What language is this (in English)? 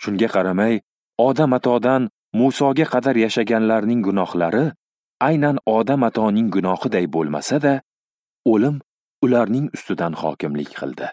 Uzbek